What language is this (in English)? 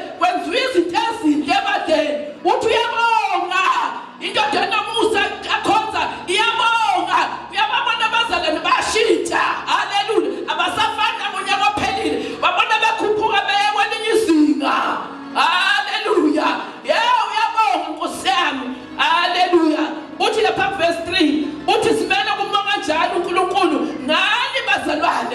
Zulu